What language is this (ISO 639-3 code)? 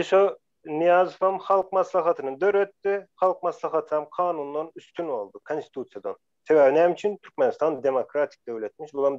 tuk